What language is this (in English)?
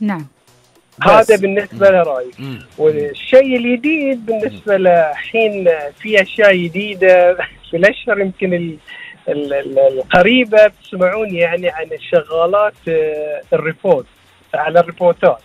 Gulf Arabic